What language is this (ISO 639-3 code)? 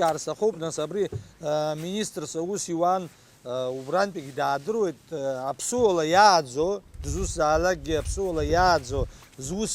abk